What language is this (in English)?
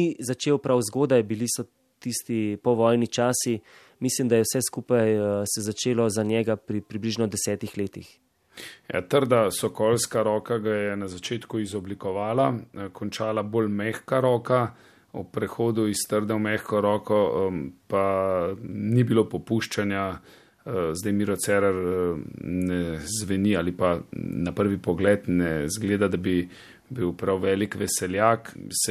Slovenian